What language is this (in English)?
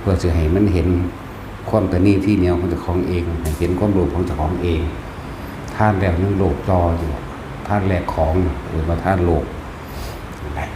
Northeastern Thai